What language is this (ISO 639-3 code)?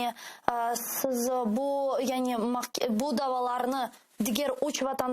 crh